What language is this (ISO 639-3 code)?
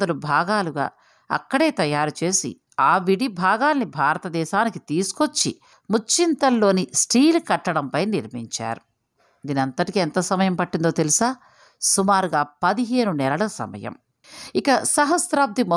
tel